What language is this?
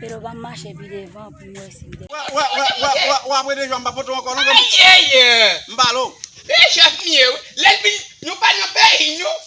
Haitian Creole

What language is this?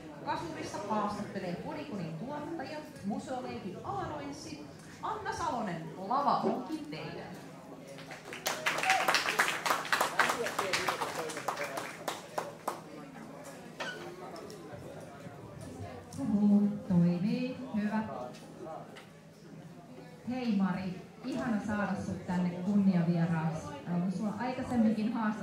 Finnish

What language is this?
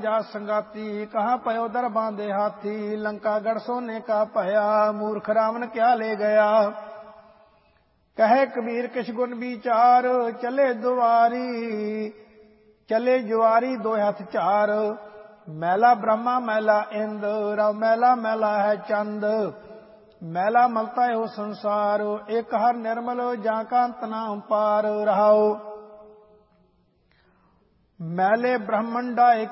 Punjabi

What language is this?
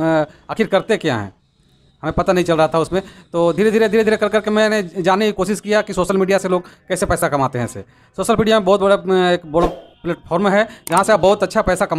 Hindi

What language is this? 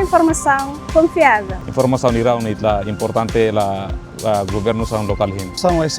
Tetum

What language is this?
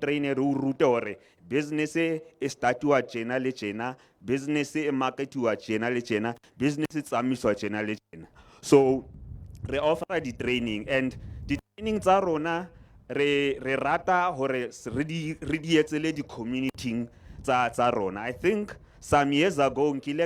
Southern Sotho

